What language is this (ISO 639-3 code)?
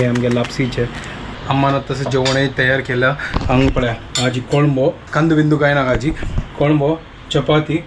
kok